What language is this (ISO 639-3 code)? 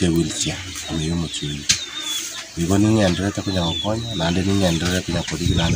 guz